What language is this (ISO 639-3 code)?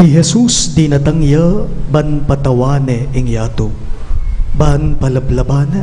pam